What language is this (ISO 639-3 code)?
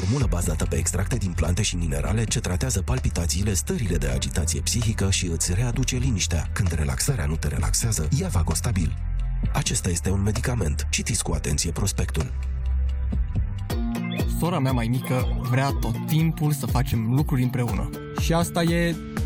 ron